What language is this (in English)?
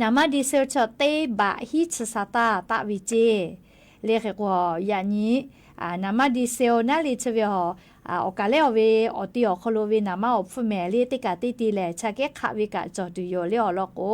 Lahu